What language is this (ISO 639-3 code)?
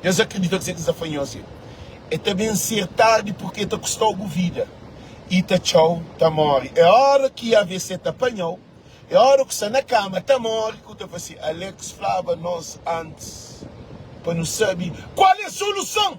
kea